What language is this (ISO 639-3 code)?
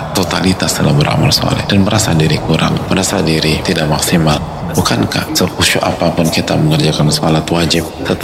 ind